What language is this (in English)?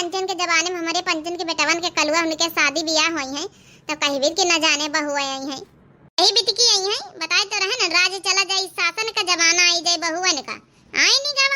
Awadhi